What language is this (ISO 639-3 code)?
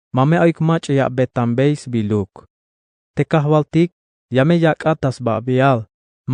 tzh